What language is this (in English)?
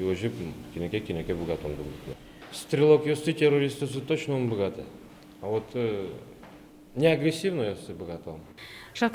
Udmurt